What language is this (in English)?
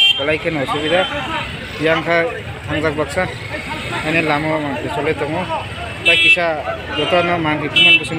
Kok Borok